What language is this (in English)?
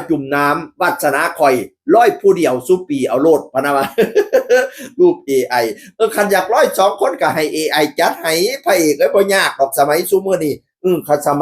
Northeastern Thai